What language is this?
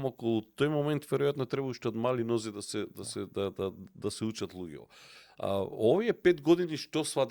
Macedonian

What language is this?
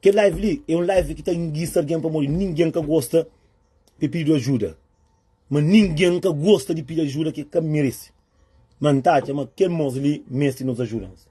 Kabuverdianu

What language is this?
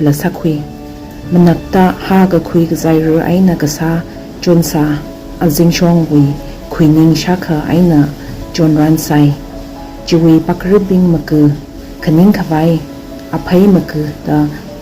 Tangkhul Naga (India)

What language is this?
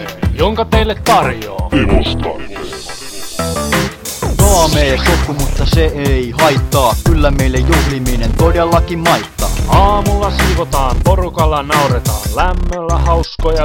Finnish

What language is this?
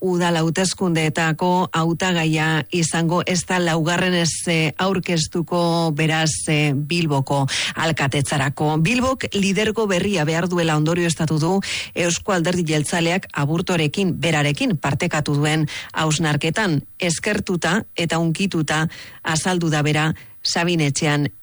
Basque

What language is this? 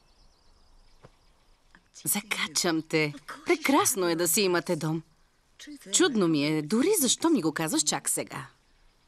Bulgarian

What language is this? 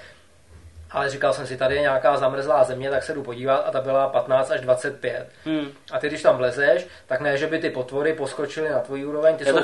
Czech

